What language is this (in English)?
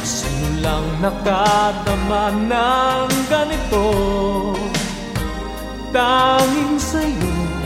Filipino